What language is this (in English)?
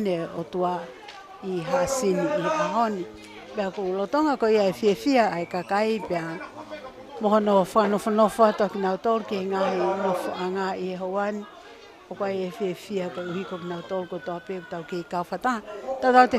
Tongan